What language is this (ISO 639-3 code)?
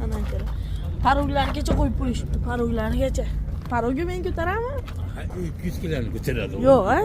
uzb